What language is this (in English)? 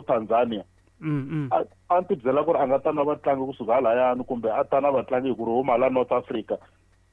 Tsonga